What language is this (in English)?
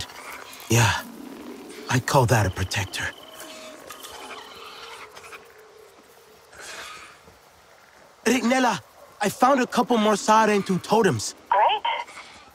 English